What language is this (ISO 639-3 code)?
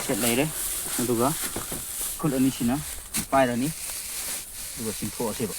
mni